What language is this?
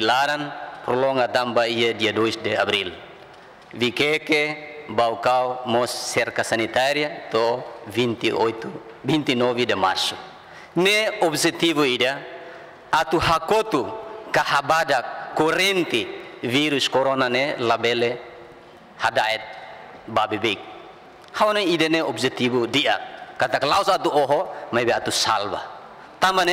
Tetum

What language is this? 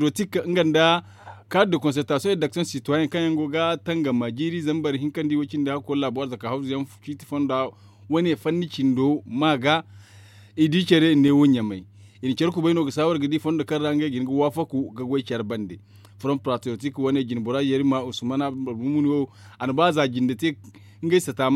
Zarma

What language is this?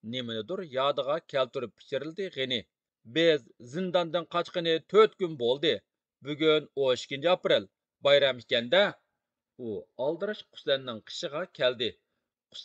Uyghur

